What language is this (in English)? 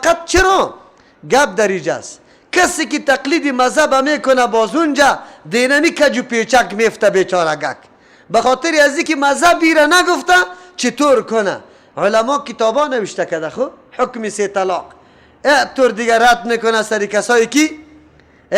Persian